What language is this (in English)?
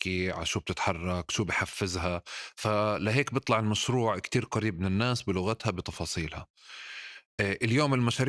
North Levantine Arabic